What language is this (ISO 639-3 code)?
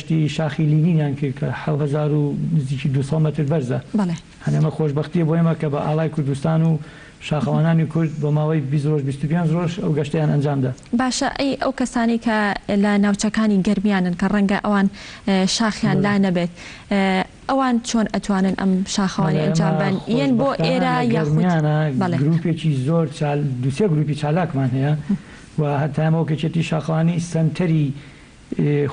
ckb